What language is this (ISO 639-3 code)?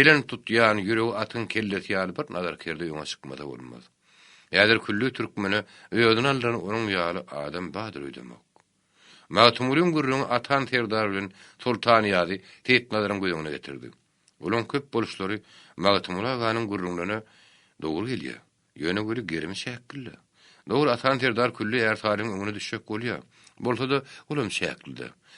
tuk